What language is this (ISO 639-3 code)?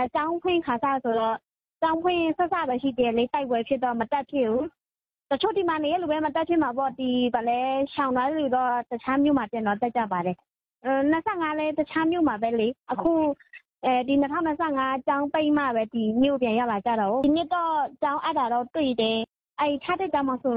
mya